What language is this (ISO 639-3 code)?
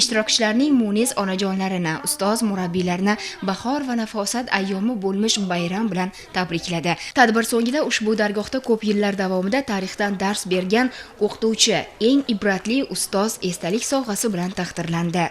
uzb